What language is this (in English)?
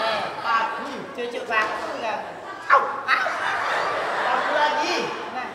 Musi